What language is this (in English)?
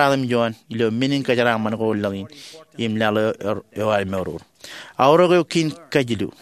Marshallese